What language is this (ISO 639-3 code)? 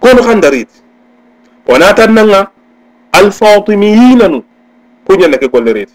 snk